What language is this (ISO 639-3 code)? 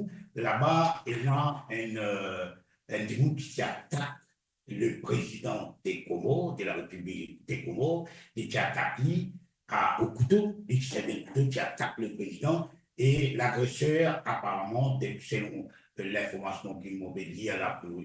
mfe